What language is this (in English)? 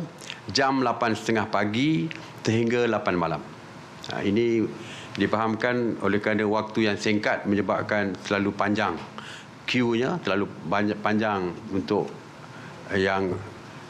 Malay